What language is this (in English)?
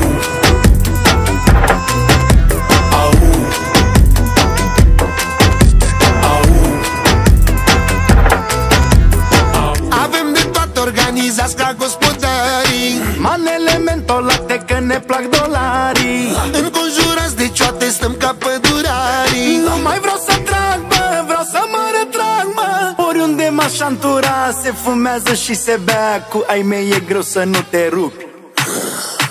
Romanian